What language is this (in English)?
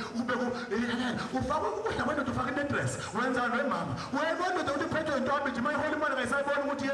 Zulu